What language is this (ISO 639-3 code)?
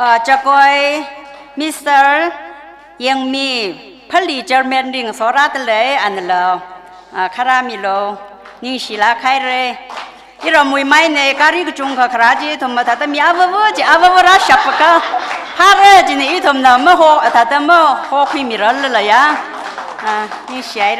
nmf